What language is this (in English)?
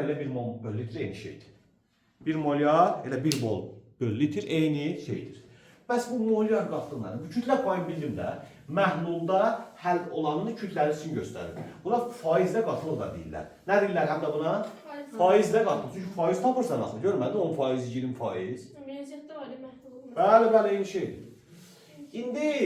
Azerbaijani